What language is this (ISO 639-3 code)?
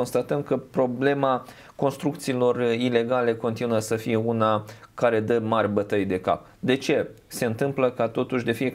ron